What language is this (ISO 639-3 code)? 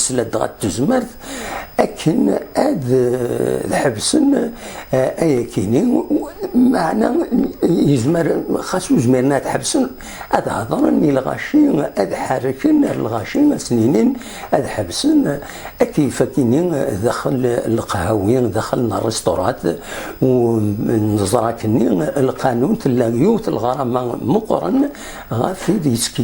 kab